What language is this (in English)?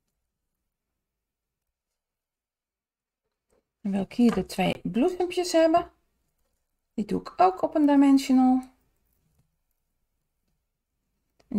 Dutch